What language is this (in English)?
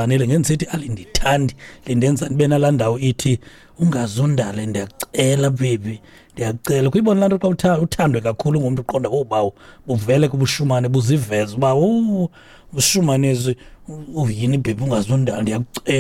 Xhosa